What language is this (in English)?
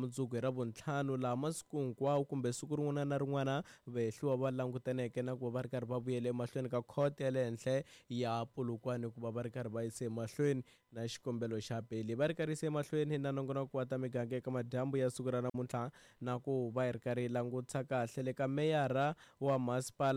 Tsonga